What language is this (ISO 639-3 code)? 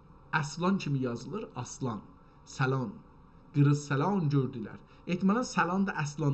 azb